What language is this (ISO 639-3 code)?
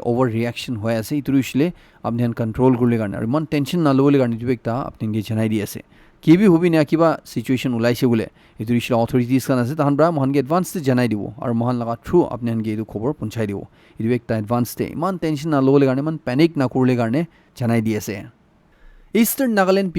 nag